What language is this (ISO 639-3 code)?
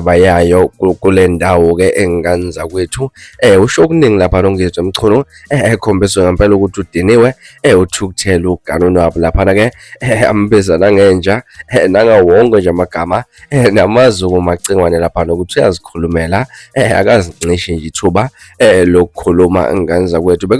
zul